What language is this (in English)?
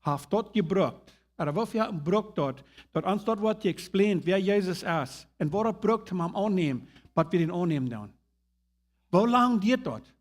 Plautdietsch